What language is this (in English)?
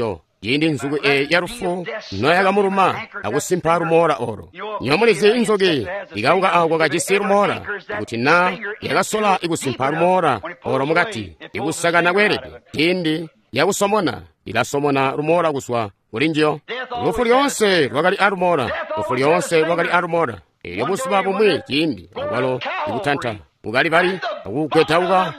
Tonga (Zambia)